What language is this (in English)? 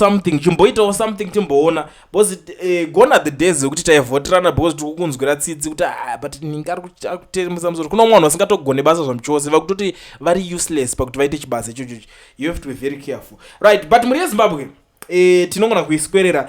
Shona